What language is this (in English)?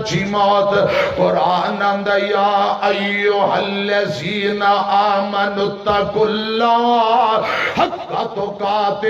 Western Panjabi